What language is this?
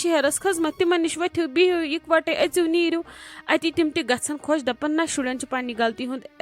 Kashmiri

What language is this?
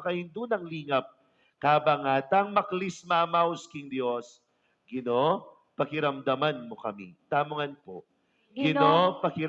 Pampanga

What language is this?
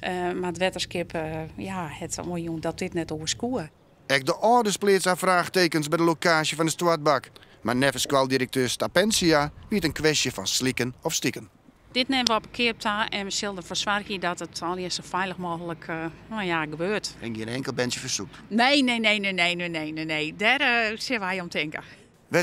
Western Frisian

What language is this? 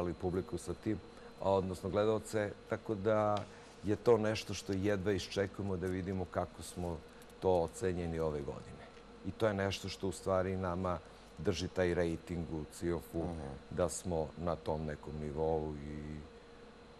Serbian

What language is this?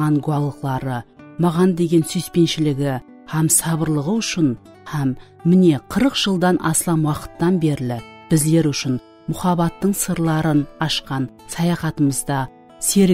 Kara-Kalpak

